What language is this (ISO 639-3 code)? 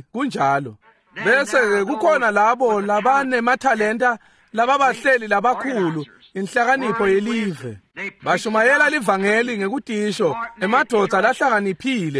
ssw